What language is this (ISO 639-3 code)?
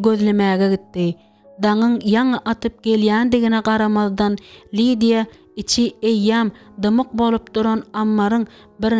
tuk